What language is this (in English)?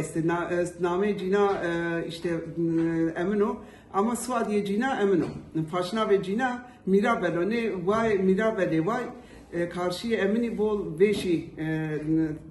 Zaza